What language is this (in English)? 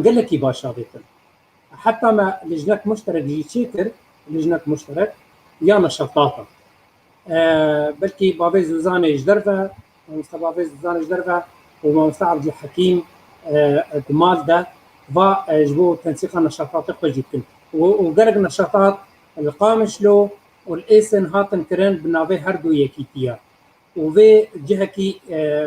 Kurdish